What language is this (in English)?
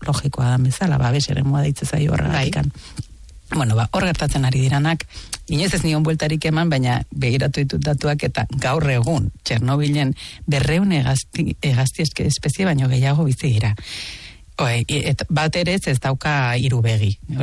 Basque